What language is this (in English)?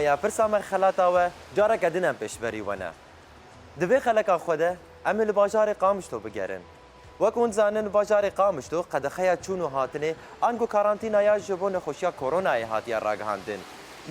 Kurdish